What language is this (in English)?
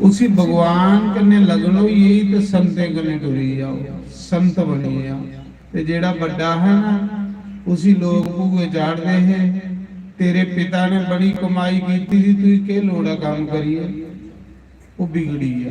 Dogri